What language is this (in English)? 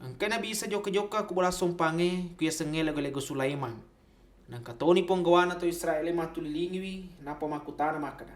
Buginese